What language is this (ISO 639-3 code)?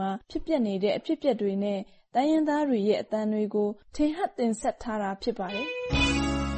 mya